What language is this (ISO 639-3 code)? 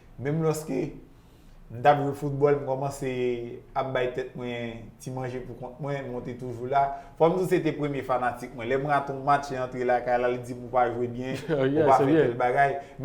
hat